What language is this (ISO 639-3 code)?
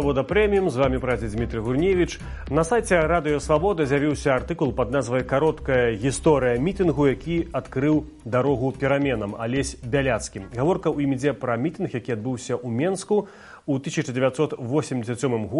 bel